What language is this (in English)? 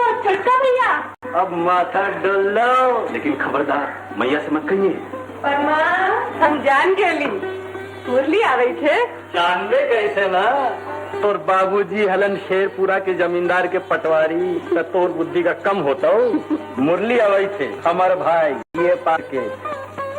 Magahi